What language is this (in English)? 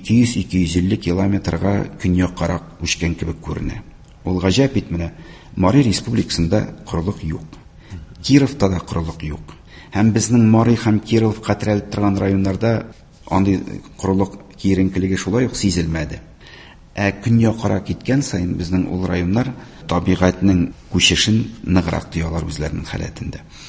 Tatar